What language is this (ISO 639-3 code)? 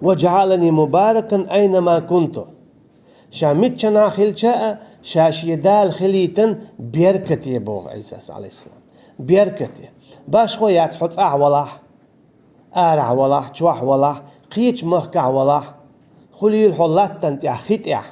che